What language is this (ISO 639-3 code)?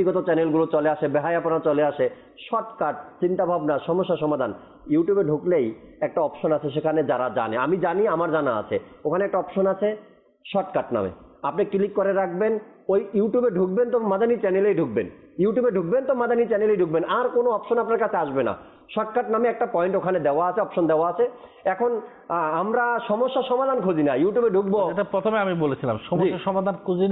ben